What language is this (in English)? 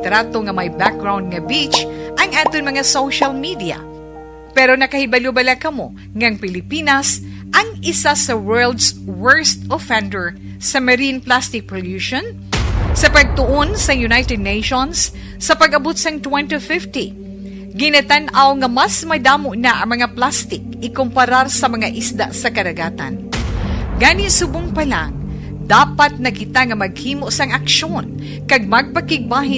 Hiligaynon